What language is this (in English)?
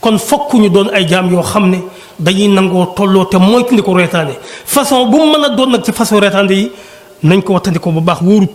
Wolof